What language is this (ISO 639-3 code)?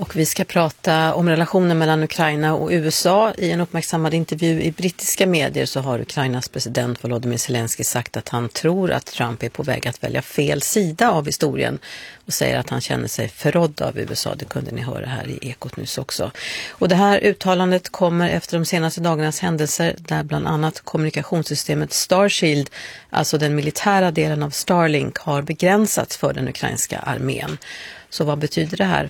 swe